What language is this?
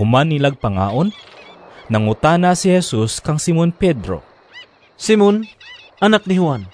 Cebuano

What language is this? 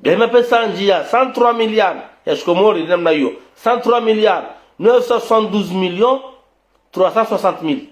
Ngazidja Comorian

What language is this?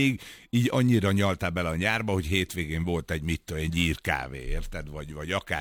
Hungarian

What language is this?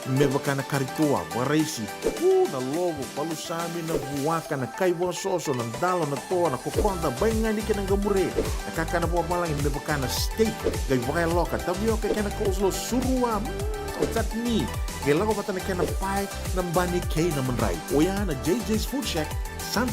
Fijian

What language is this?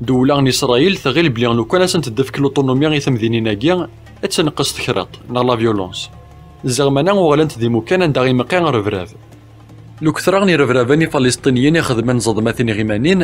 Kabyle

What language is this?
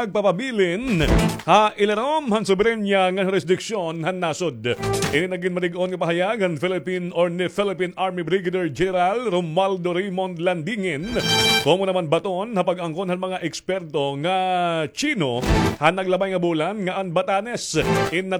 Waray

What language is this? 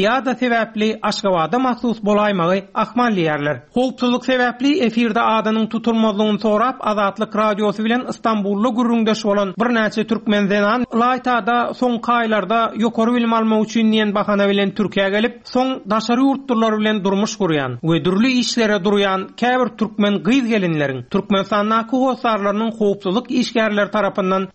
Turkmen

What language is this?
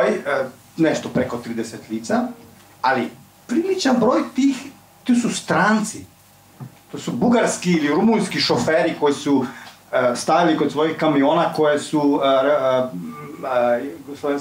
Serbian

